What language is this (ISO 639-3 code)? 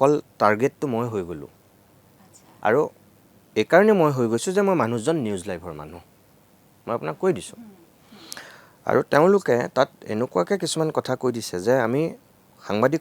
asm